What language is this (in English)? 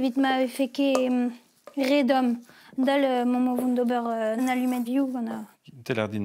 Breton